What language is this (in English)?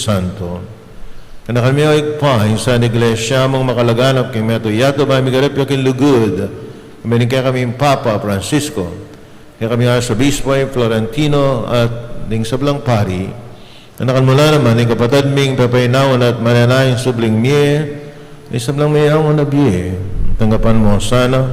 Pampanga